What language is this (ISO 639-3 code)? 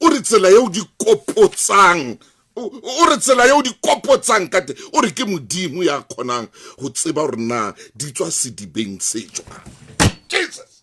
sot